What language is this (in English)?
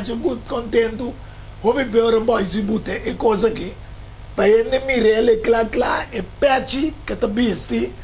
Papiamento